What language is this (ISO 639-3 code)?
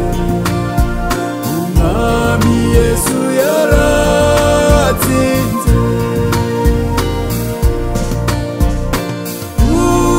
kin